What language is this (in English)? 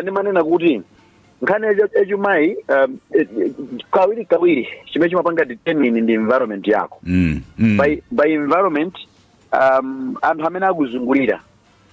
Nyanja